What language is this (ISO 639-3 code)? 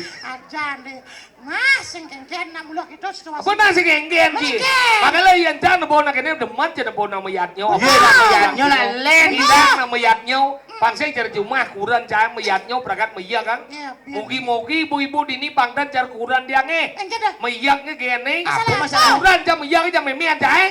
ban